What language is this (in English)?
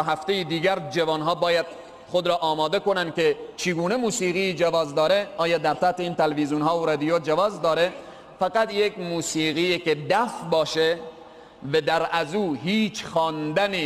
Persian